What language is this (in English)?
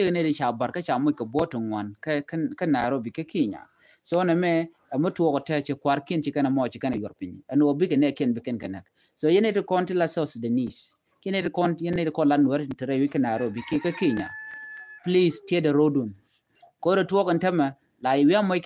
Nuer